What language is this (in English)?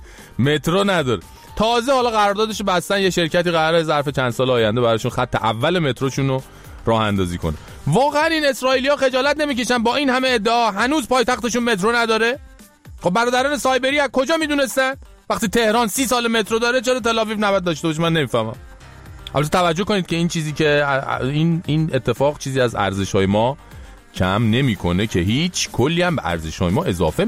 Persian